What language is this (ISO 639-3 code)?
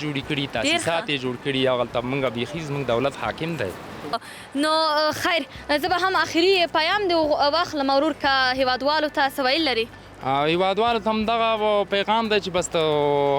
pus